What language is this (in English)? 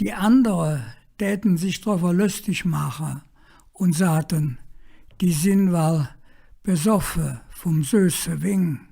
Colognian